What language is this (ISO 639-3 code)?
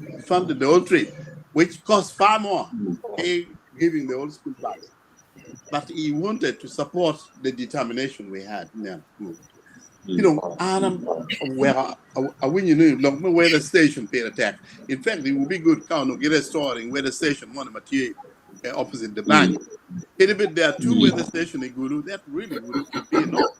ach